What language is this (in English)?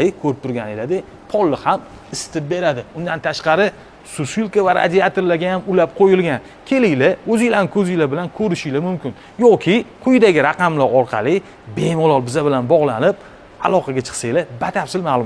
Uzbek